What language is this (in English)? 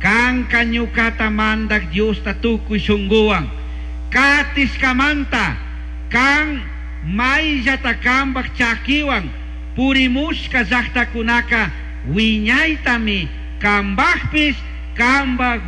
Chimborazo Highland Quichua